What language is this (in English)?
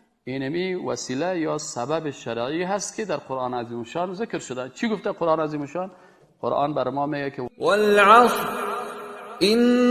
Persian